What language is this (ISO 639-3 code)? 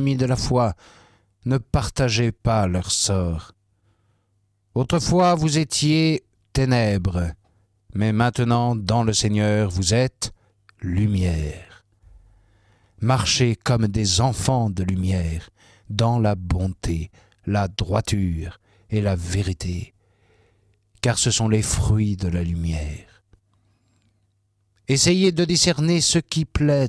fra